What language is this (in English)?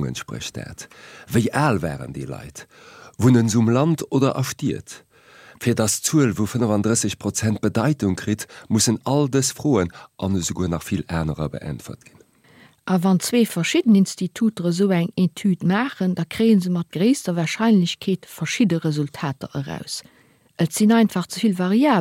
Luxembourgish